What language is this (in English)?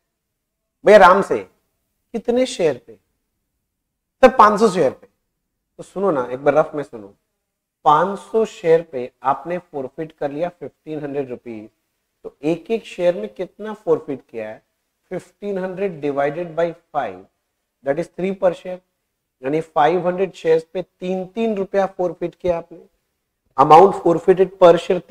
Hindi